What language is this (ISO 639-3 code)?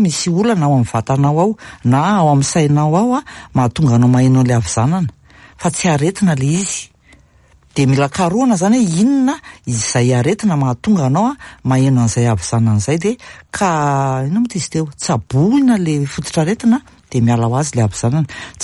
mlg